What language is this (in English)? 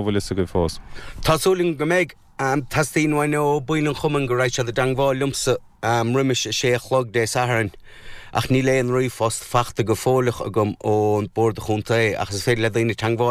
Irish